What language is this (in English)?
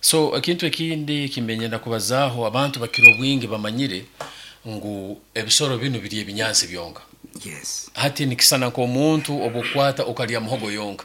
Nyankole